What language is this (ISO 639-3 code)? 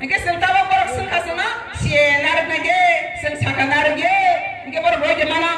trp